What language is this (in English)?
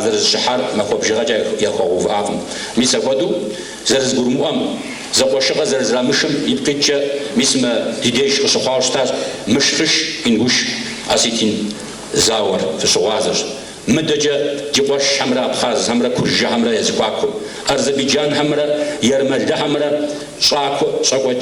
Kabardian